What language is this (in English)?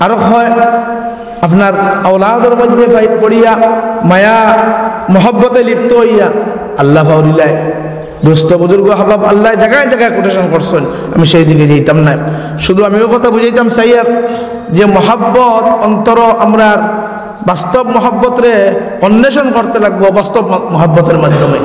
Sylheti